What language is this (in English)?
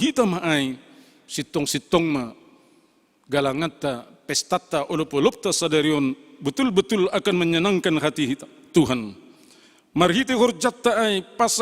Batak Simalungun